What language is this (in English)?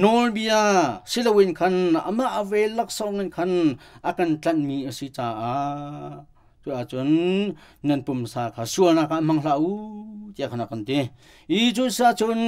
Hakha Chin